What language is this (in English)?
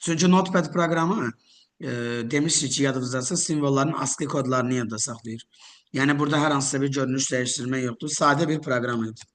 Azerbaijani